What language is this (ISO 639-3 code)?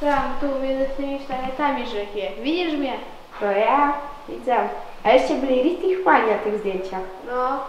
szl